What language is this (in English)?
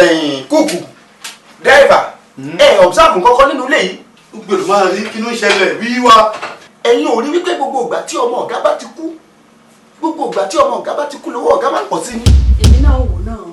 Yoruba